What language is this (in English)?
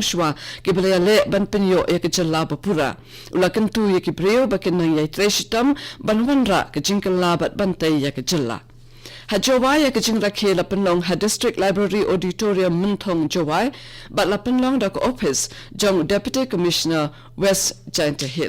Khasi